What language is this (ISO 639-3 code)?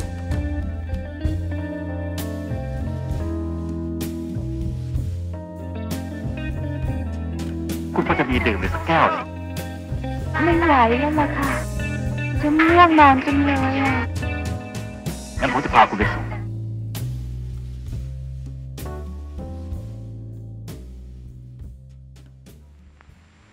tha